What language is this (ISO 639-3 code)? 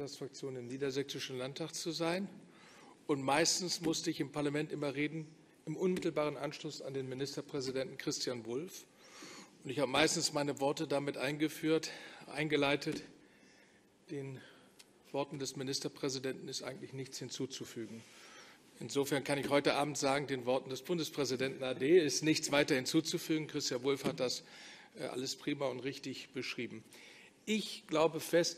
deu